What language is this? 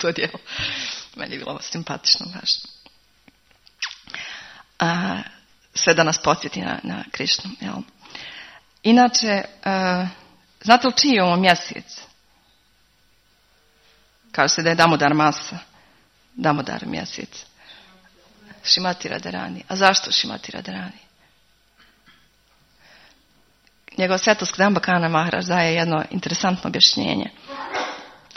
Croatian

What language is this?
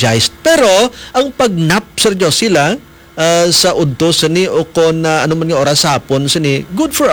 Hiligaynon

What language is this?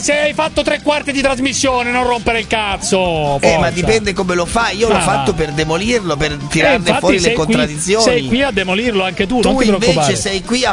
Italian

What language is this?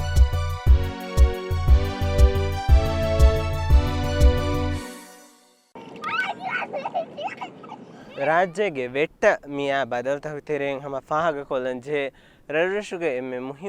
Divehi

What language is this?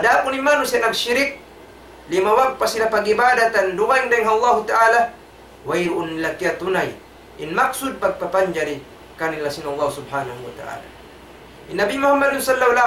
Tausug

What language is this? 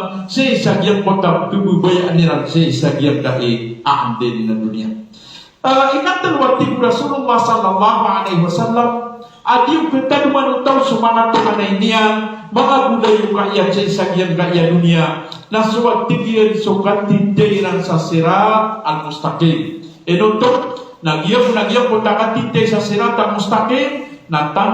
Maranao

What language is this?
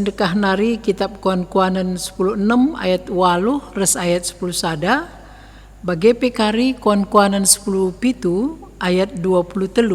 Batak Karo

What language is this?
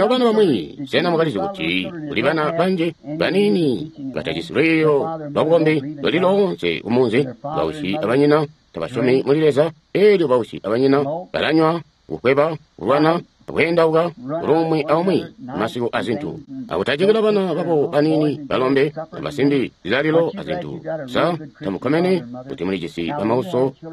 Tonga (Zambia)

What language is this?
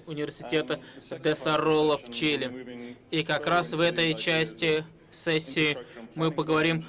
Russian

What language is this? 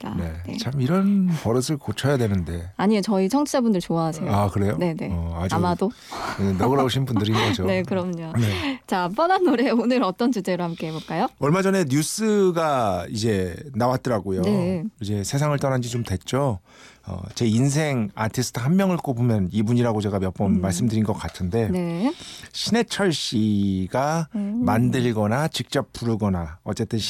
Korean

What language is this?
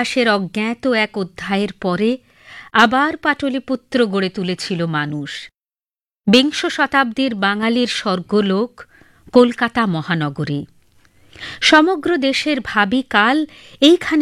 Bangla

